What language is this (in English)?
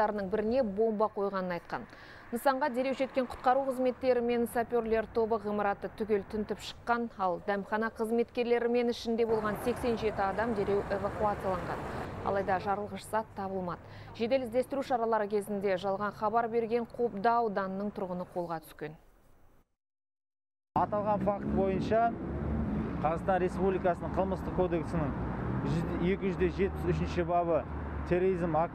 Kazakh